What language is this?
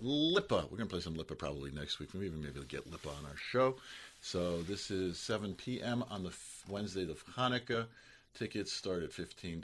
English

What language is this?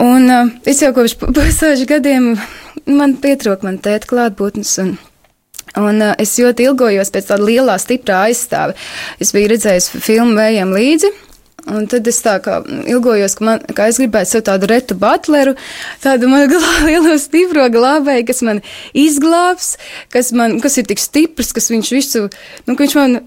Latvian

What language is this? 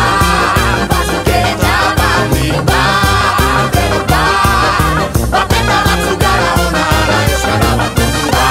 Basque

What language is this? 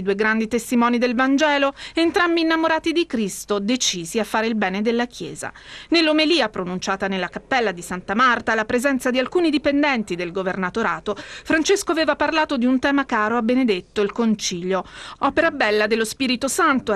Italian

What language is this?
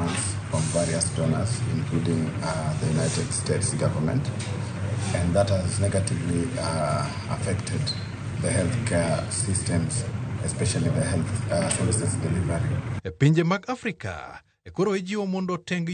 Luo (Kenya and Tanzania)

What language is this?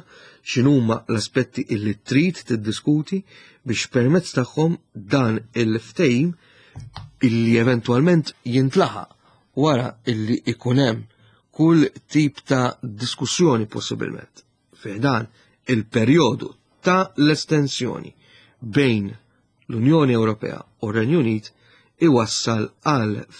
Maltese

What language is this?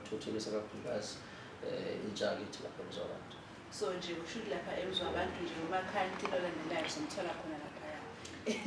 Zulu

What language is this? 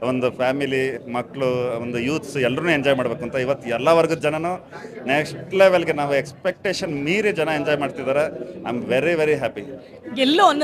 Kannada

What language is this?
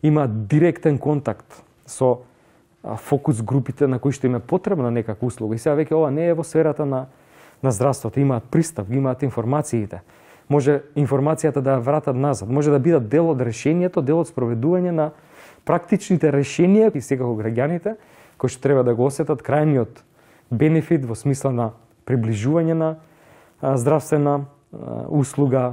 Macedonian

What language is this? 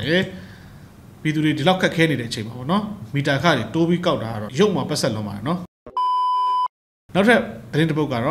Burmese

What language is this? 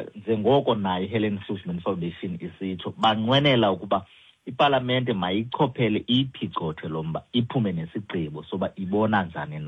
Xhosa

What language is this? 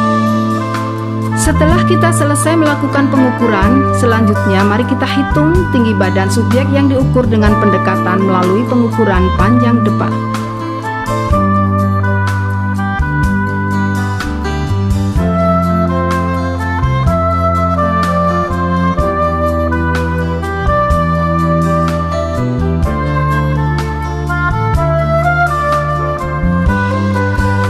Indonesian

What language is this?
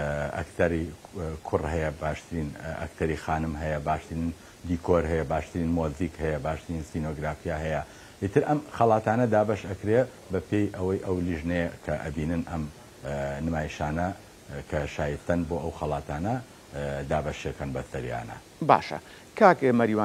Central Kurdish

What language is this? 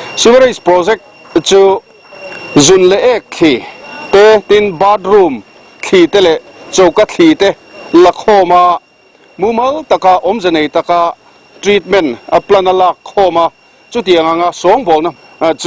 Mizo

